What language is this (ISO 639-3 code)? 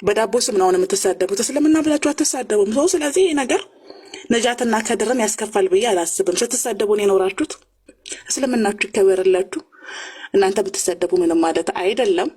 amh